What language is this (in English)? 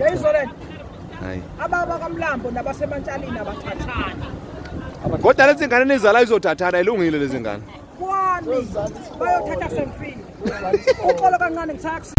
Zulu